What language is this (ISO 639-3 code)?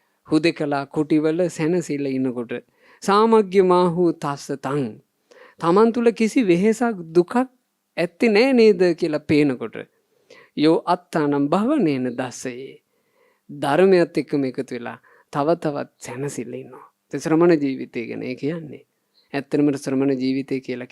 sin